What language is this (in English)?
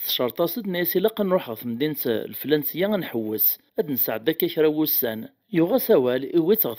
Kabyle